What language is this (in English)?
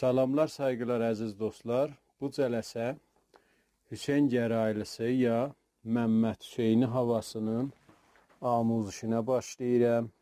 South Azerbaijani